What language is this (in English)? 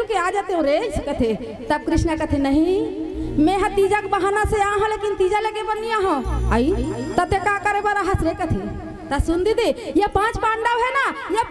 Chhattisgarhi